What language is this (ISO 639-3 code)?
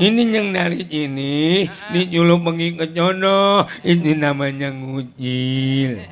bew